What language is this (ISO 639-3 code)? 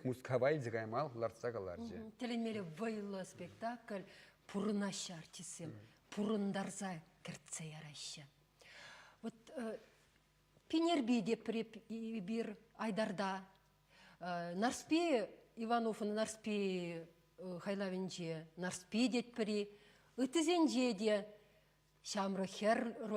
chv